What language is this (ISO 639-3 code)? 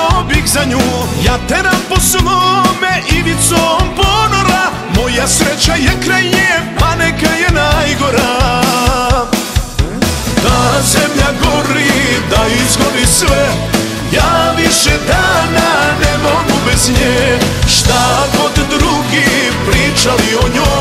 srp